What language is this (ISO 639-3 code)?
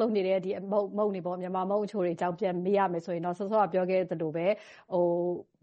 mya